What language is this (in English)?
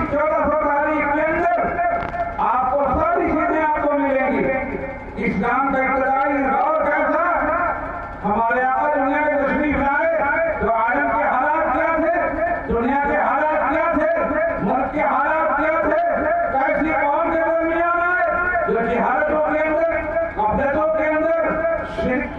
Urdu